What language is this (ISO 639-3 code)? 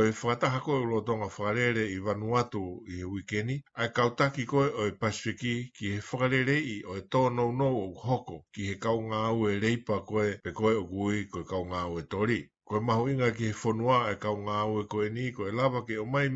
ton